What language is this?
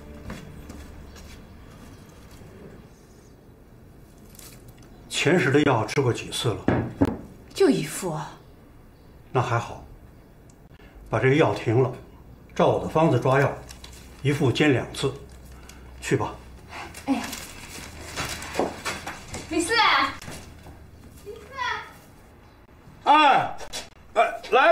Chinese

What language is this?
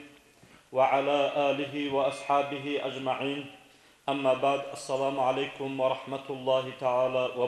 Avaric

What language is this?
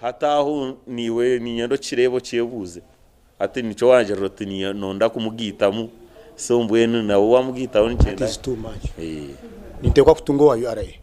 Nyankole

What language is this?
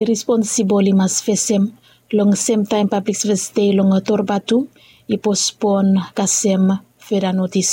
Bislama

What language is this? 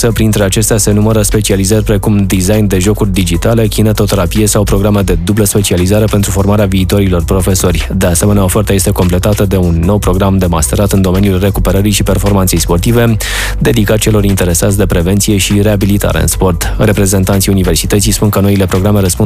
Romanian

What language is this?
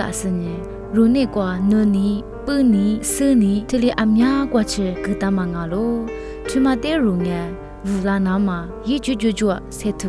Lisu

